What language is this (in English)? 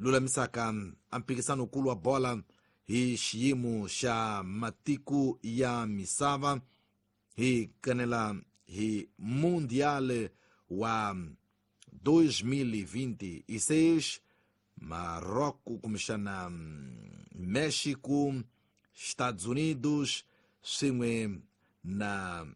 Tsonga